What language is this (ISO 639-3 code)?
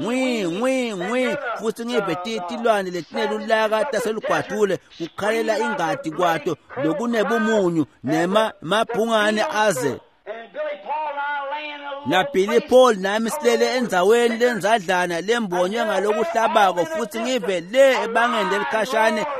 ssw